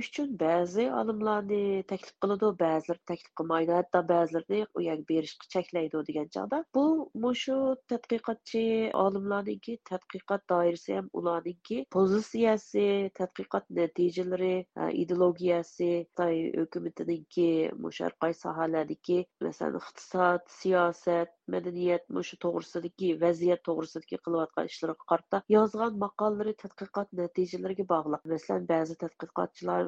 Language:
Uyghur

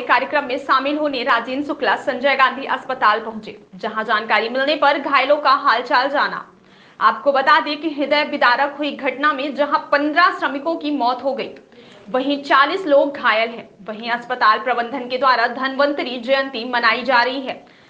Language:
Hindi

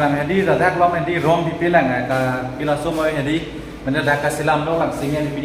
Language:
Karbi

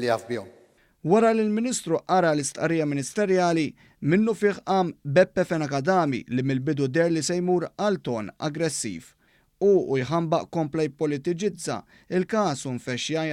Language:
Maltese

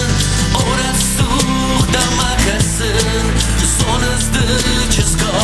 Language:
Ossetic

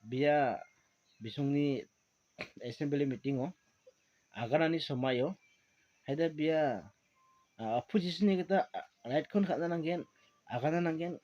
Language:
Garo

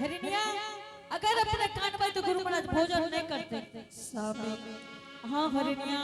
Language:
Angika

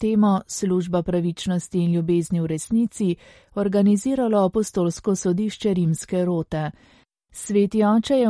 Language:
Slovenian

